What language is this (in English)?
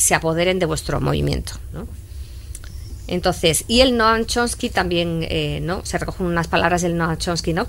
Spanish